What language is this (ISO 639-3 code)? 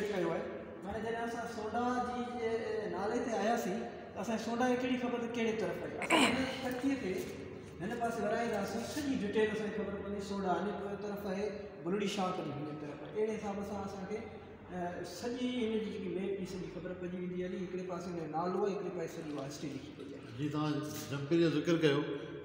snd